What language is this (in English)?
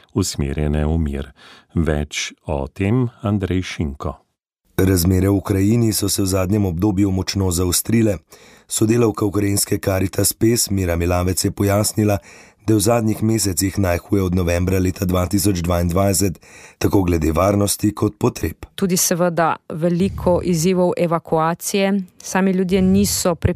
Slovenian